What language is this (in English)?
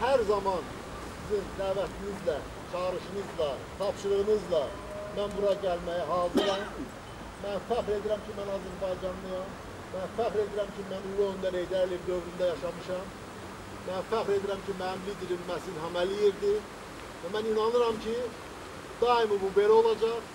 Azerbaijani